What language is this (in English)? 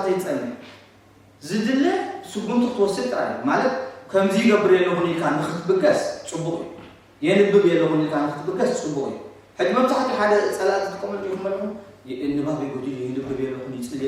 Tigrinya